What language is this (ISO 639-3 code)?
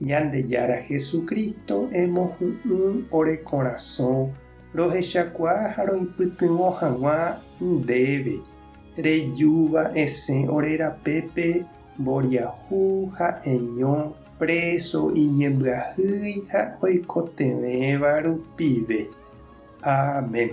grn